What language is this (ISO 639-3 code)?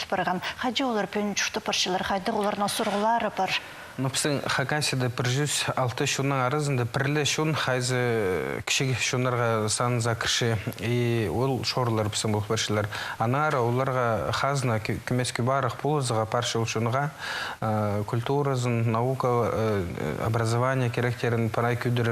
kjh